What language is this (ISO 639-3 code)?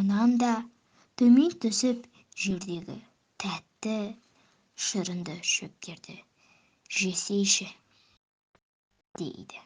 kaz